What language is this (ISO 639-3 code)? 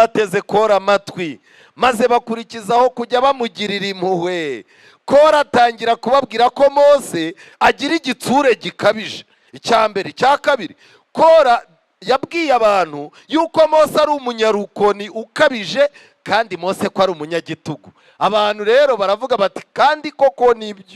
kin